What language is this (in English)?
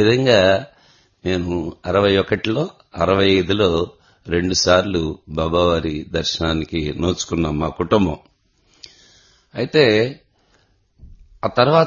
Telugu